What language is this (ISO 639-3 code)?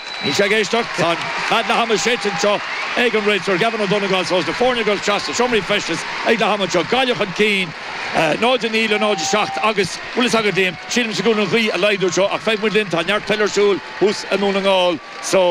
gle